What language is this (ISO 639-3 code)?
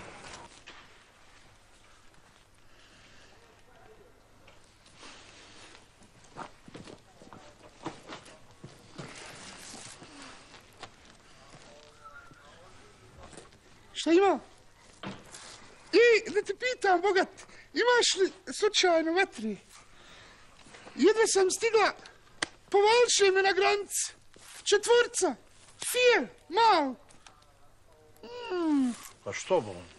bos